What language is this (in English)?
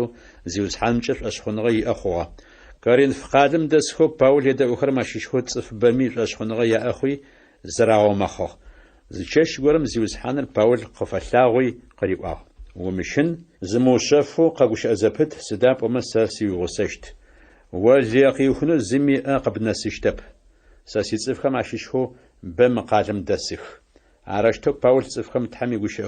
Adyghe